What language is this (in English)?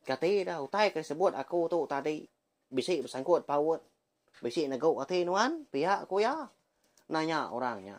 Iban